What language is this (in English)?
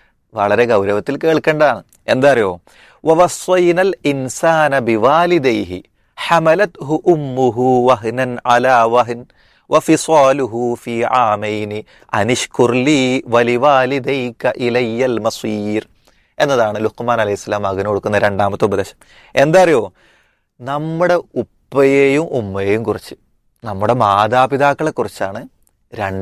Malayalam